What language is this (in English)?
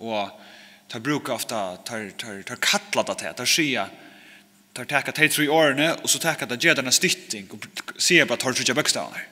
Faroese